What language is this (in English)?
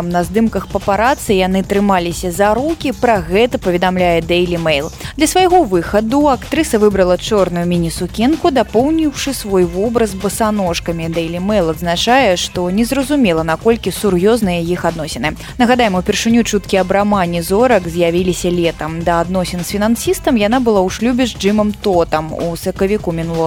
Belarusian